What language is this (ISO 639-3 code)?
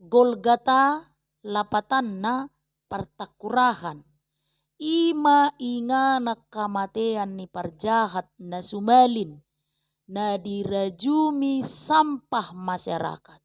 bbc